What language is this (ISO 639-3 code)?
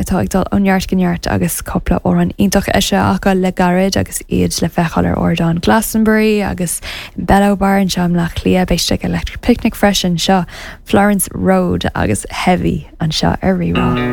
gle